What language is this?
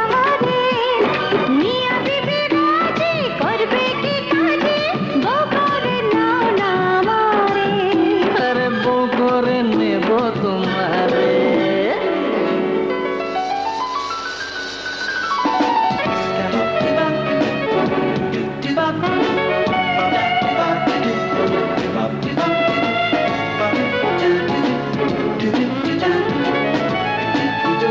Bangla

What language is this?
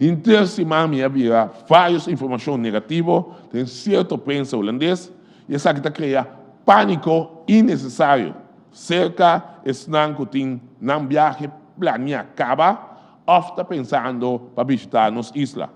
Papiamento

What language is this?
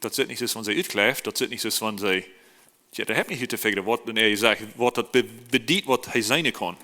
Plautdietsch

